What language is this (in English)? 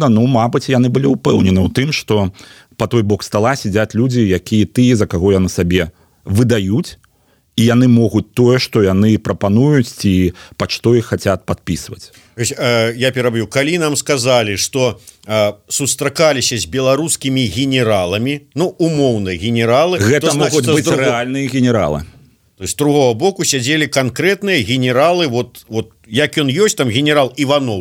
Belarusian